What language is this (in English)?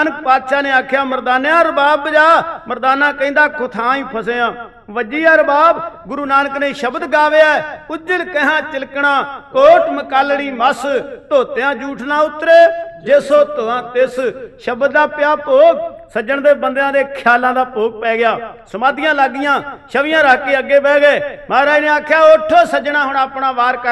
Punjabi